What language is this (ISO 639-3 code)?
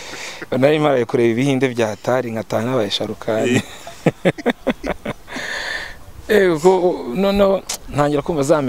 kin